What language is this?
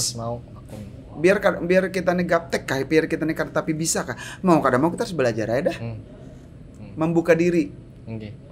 Banjar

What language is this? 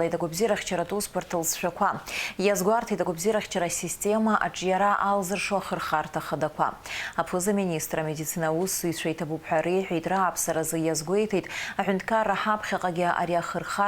Abkhazian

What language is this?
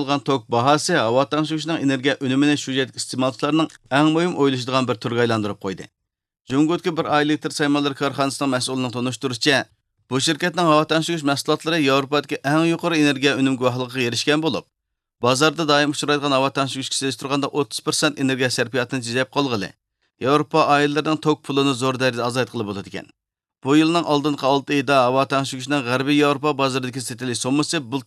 Uyghur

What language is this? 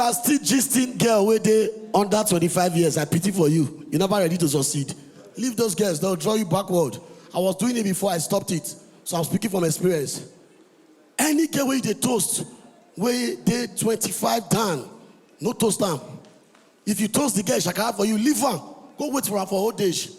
Nigerian Pidgin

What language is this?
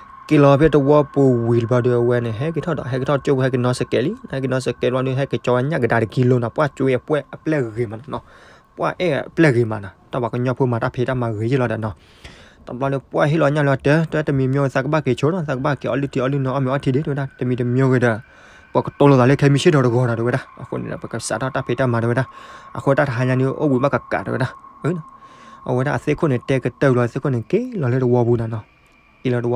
S'gaw Karen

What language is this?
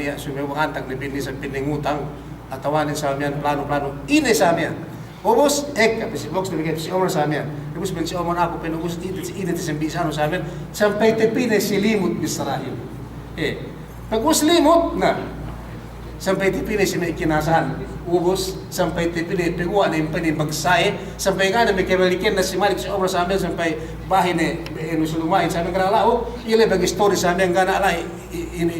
Yakan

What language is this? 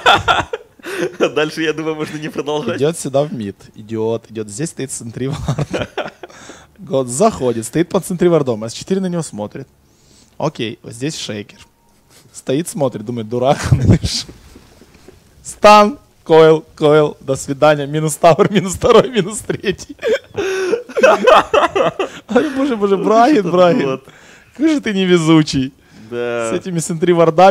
Russian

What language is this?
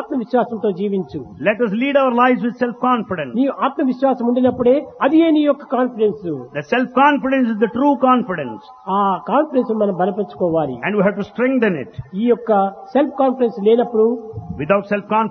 Telugu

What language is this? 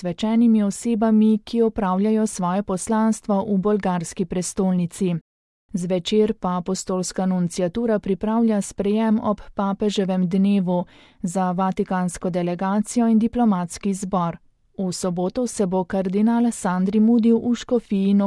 Slovenian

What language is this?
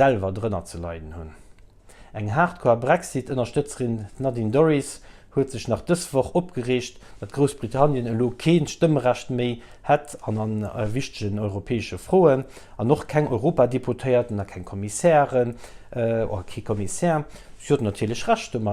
Luxembourgish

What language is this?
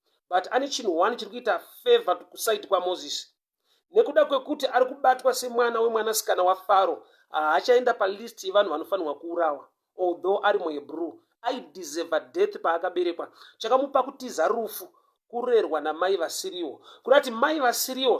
Shona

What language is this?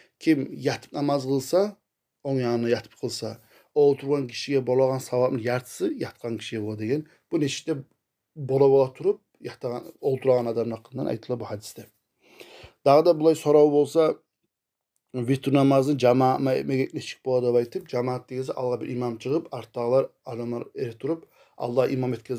Kumyk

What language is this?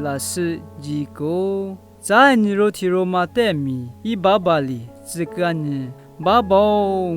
Lisu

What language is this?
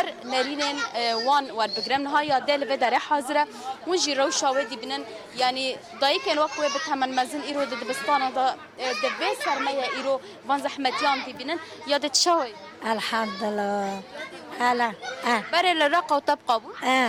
Kurdish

